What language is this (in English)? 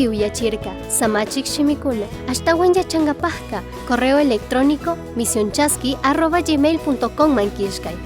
Chimborazo Highland Quichua